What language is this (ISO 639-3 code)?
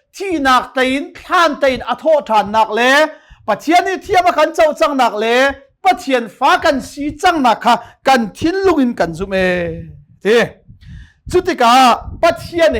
cnh